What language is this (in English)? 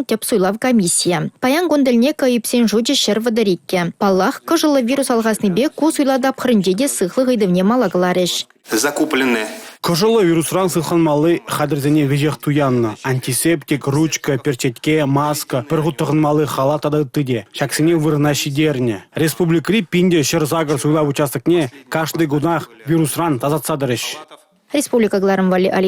Chuvash